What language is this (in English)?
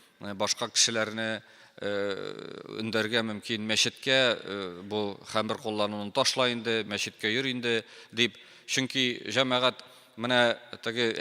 Tatar